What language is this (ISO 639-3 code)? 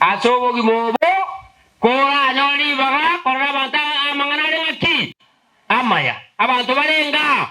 guz